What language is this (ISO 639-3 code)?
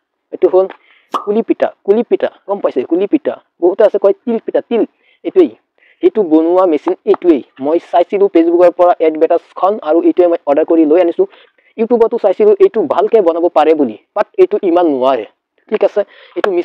asm